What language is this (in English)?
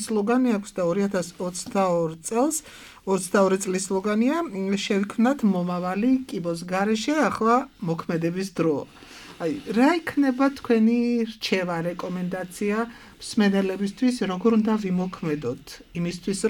Georgian